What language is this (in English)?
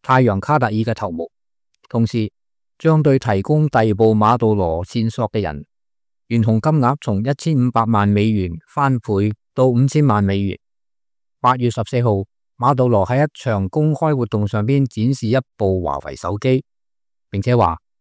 Cantonese